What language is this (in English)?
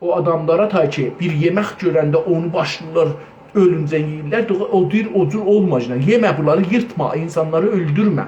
South Azerbaijani